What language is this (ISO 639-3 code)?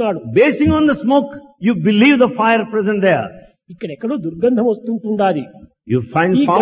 tel